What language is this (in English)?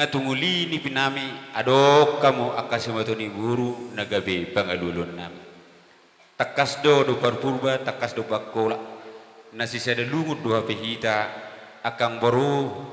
Batak Toba